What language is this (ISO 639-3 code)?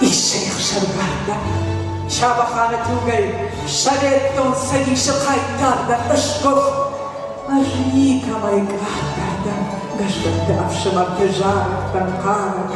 oss